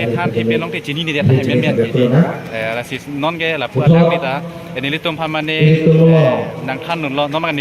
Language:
Karbi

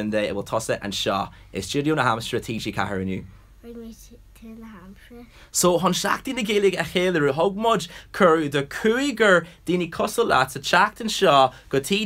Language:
Irish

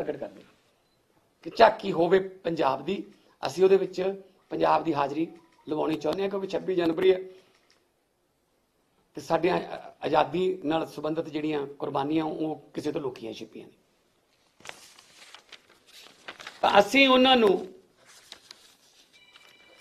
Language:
Punjabi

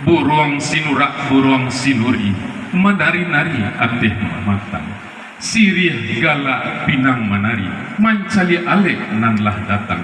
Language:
Minangkabau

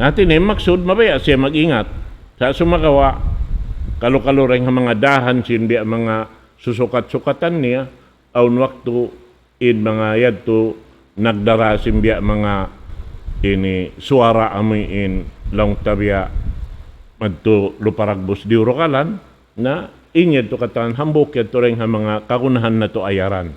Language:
Tausug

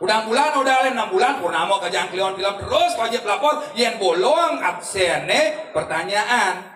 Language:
Balinese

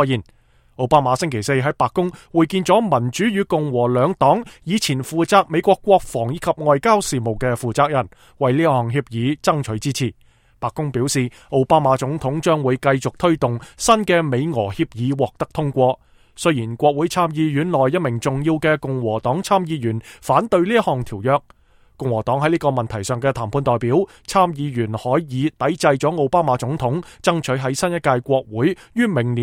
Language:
Cantonese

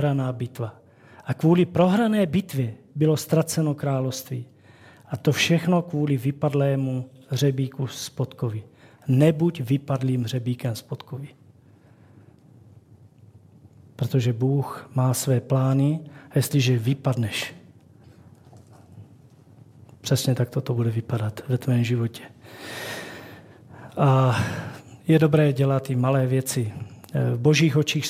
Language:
Czech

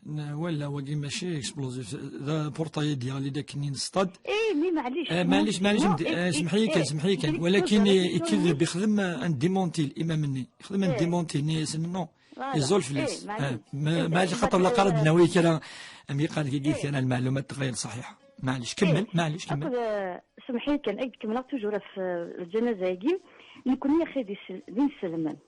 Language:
Kabyle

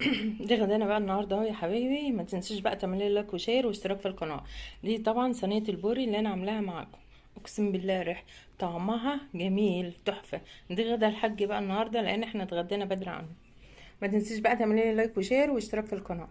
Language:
Egyptian Arabic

